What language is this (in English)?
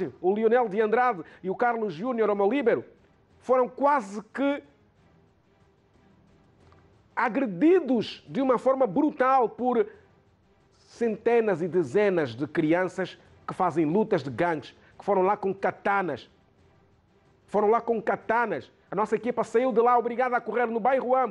Portuguese